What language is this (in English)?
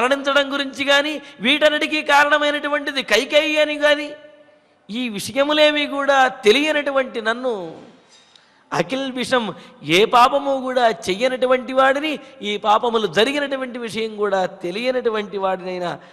Telugu